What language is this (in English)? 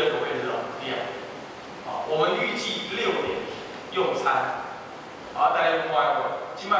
Chinese